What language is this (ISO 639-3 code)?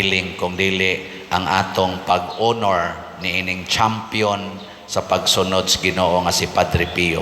ceb